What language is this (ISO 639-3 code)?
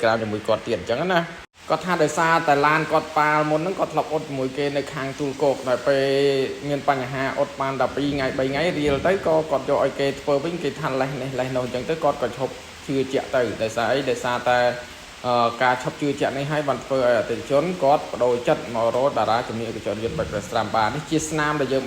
khm